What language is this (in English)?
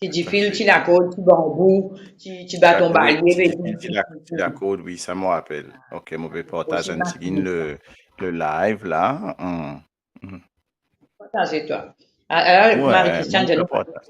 Morisyen